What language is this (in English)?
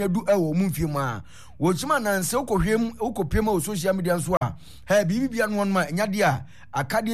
Akan